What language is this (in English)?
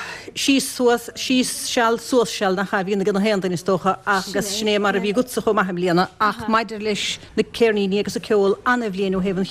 Irish